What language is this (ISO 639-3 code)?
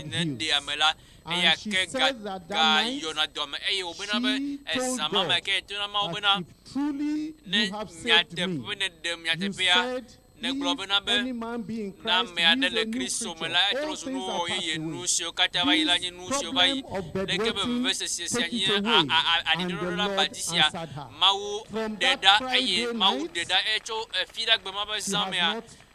ewe